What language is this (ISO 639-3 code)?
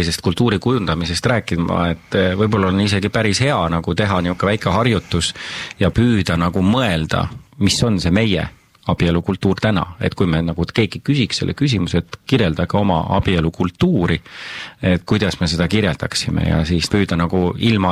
est